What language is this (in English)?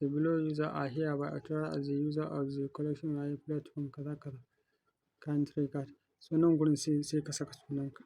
Hausa